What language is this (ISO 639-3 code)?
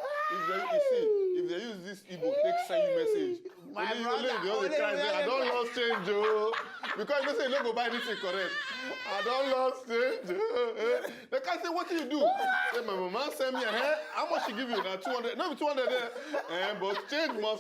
pcm